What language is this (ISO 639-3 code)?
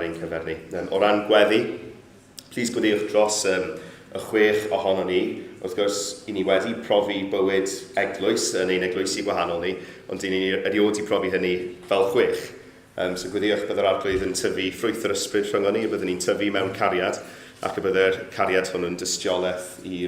cym